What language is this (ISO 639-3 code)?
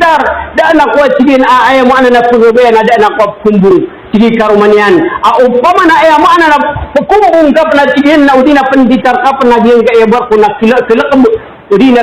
mrw